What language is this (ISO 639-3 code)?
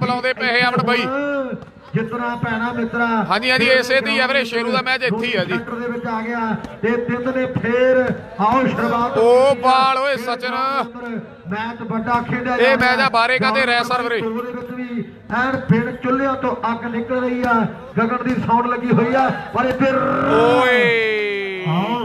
pan